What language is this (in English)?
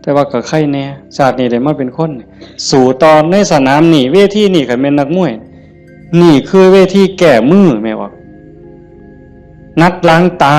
Northeastern Thai